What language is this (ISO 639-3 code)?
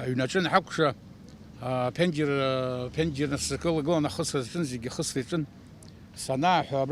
abk